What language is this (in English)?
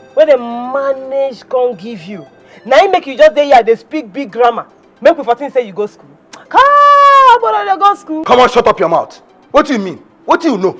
Nigerian Pidgin